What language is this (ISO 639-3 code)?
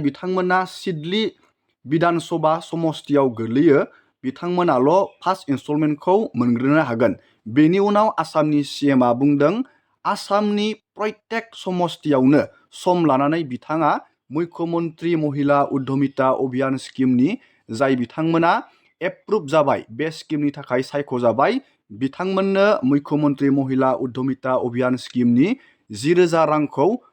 brx